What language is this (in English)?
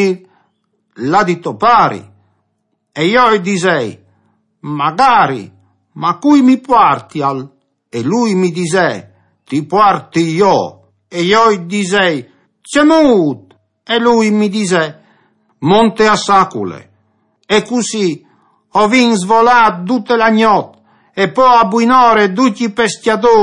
Friulian